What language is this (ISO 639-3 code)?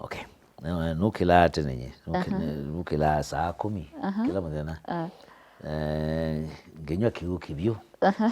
kam